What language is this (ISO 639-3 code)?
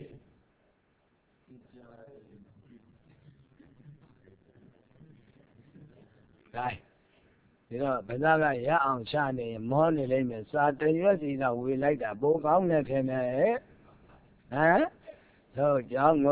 mya